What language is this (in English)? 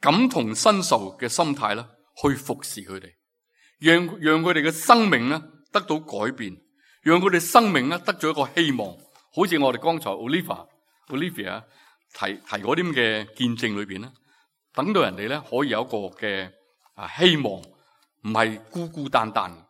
Cantonese